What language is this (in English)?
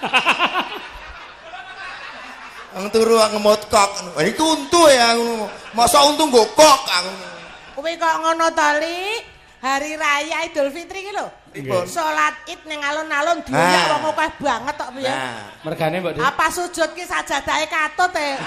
Javanese